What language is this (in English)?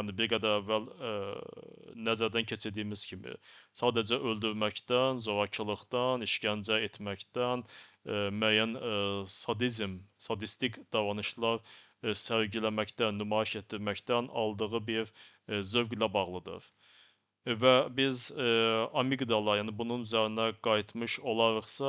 Azerbaijani